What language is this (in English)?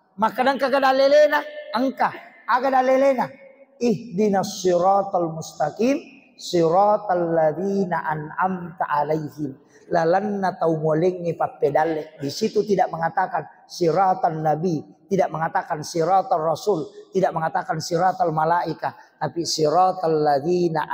Buginese